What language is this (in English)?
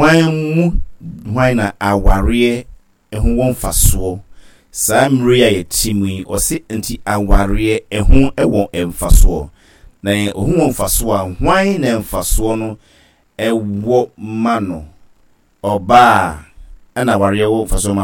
Akan